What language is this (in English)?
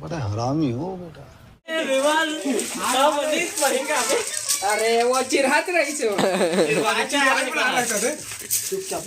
Chhattisgarhi